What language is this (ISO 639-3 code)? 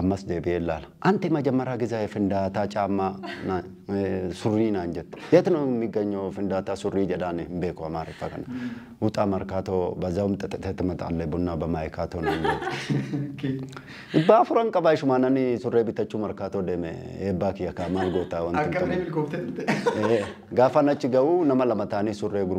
orm